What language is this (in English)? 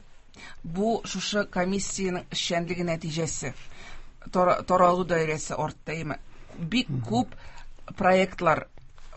Tatar